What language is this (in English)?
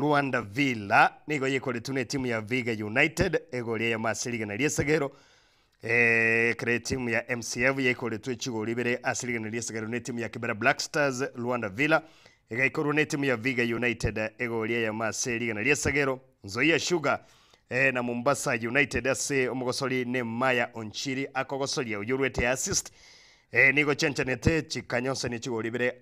Gusii